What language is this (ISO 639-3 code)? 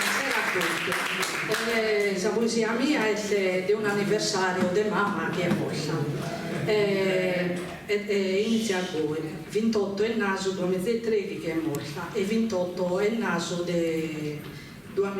srd